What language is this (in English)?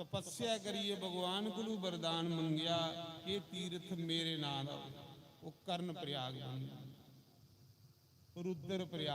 Dogri